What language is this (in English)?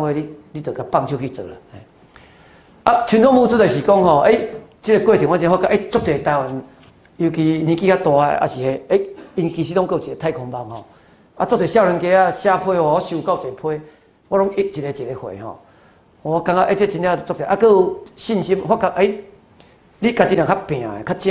Min Nan Chinese